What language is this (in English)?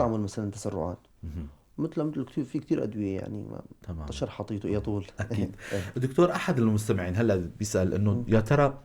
North Levantine Arabic